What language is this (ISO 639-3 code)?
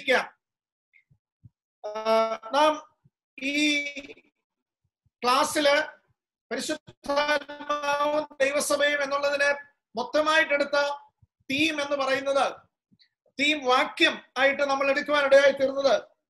mal